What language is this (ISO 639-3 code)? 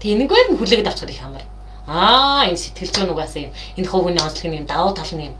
mon